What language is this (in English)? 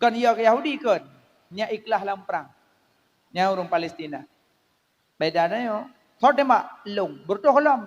Achinese